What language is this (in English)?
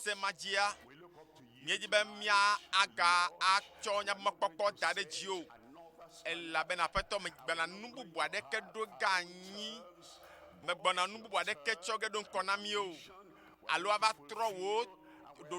Ewe